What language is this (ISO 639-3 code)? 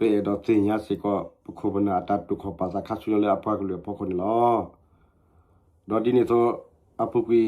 ksw